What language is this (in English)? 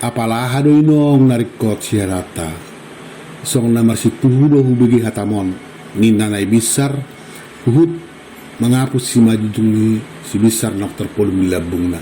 Batak Toba